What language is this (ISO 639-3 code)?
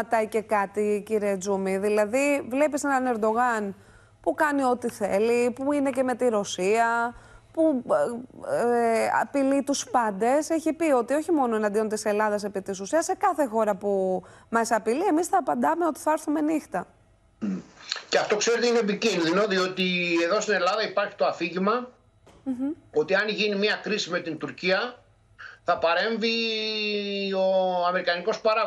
ell